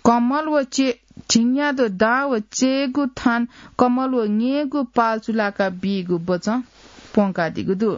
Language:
Newari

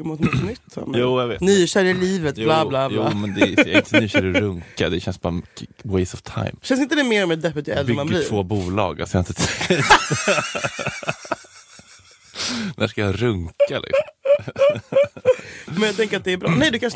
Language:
Swedish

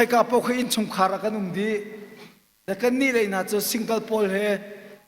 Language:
Hakha Chin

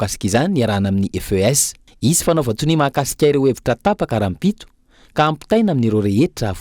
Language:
Malagasy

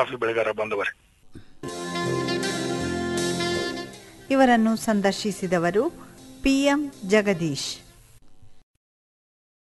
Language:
Kannada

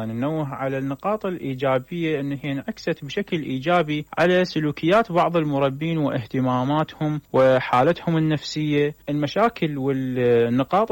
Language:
Mesopotamian Arabic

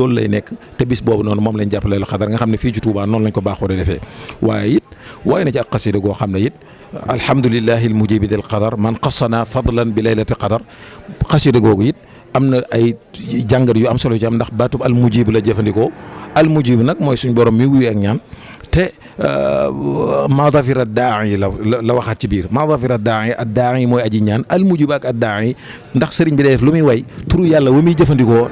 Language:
Wolof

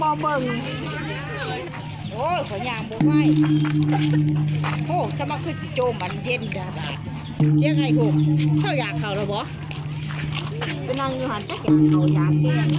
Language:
Lao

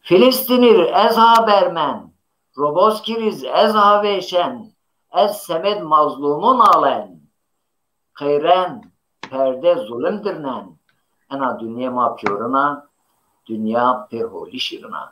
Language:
Zaza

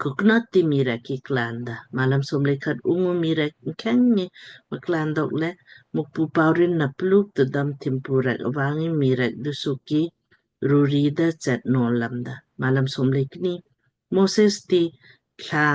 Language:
Lamkang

